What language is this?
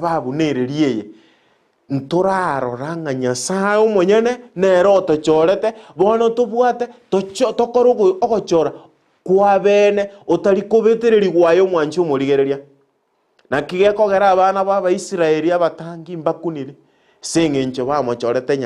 Gusii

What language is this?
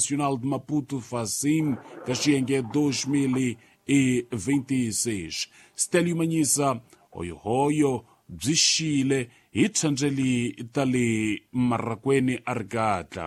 Tsonga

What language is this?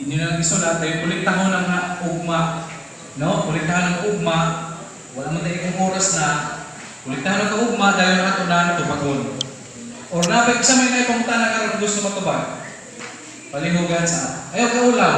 Cebuano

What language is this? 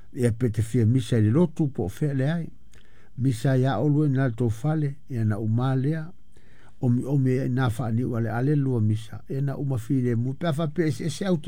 Samoan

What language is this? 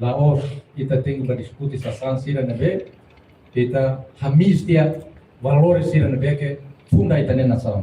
Tetum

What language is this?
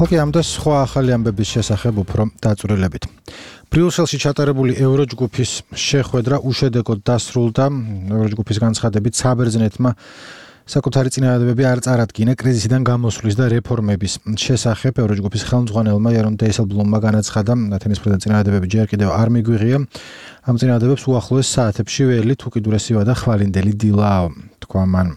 Georgian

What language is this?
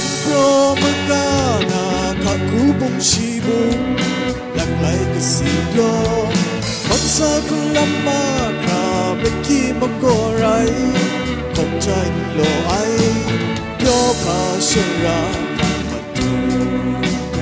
Kachin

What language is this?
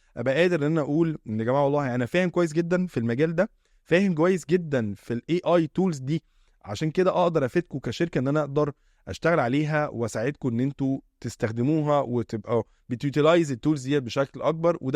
Egyptian Arabic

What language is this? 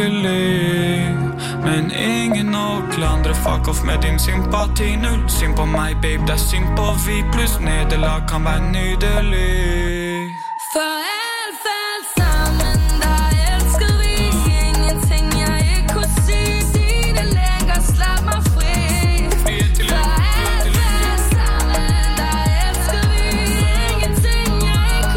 Norwegian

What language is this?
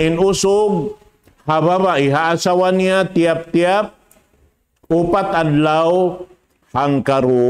Tausug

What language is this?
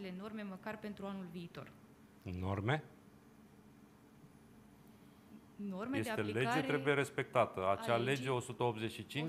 Romanian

